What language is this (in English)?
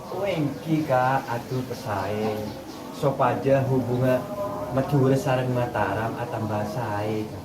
Madurese